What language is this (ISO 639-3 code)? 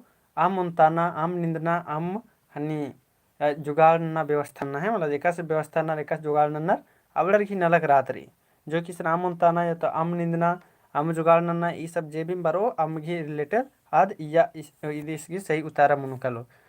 kru